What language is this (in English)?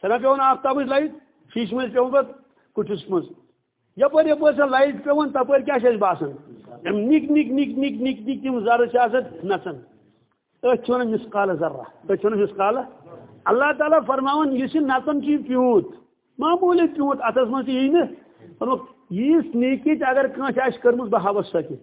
Kashmiri